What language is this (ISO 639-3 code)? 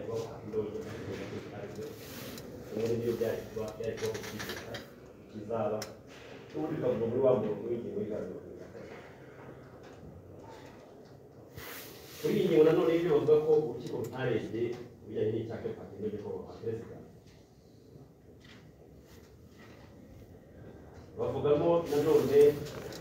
kin